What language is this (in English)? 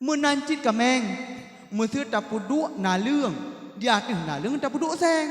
Achinese